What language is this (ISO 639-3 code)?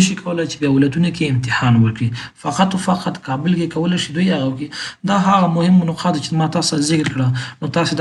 pus